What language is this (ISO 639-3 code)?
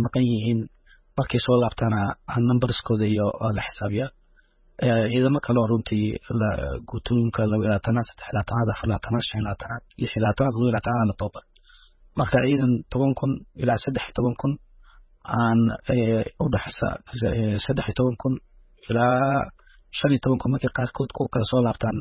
som